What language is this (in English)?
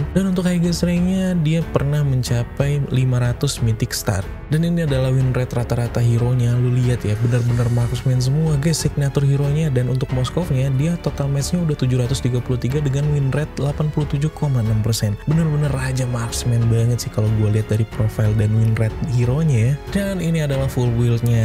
Indonesian